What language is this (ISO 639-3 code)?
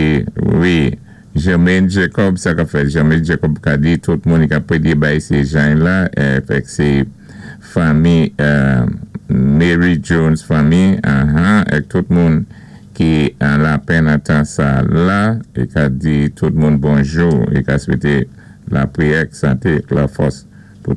acf